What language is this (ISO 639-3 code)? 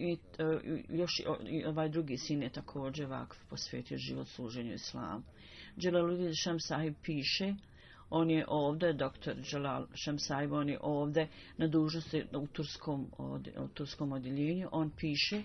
bos